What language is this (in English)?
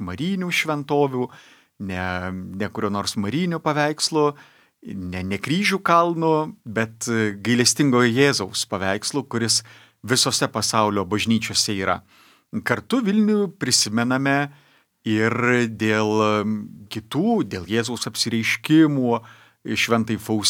Lithuanian